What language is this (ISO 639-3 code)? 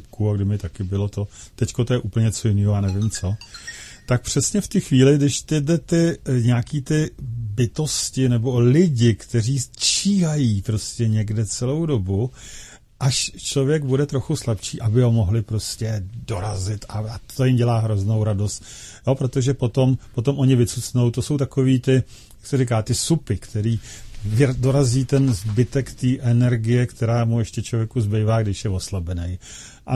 ces